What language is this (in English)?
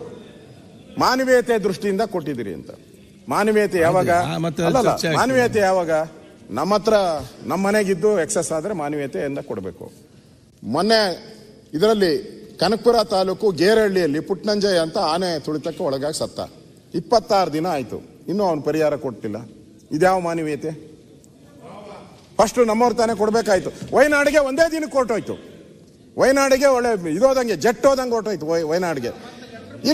Kannada